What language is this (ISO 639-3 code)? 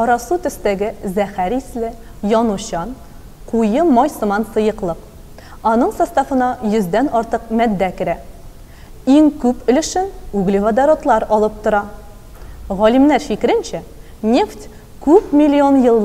tat